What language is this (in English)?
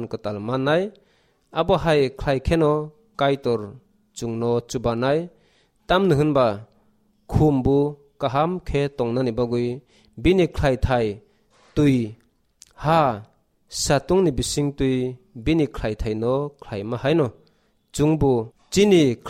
Kok Borok